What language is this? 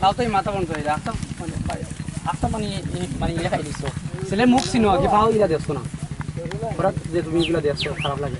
Sylheti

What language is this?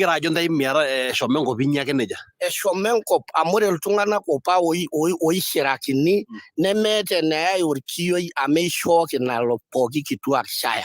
Masai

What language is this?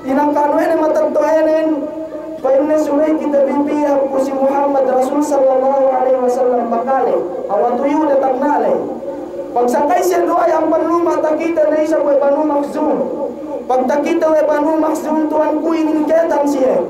Yakan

